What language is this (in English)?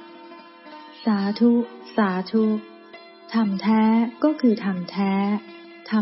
Thai